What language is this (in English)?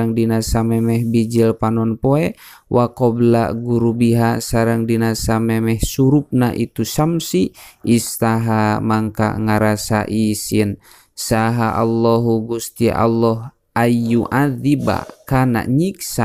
Sundanese